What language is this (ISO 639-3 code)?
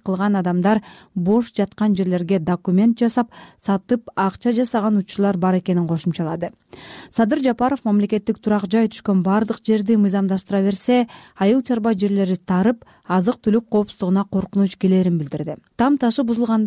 kir